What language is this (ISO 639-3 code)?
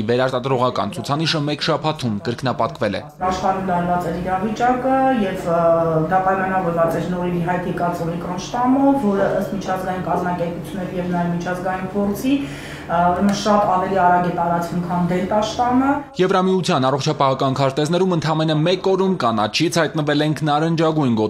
hye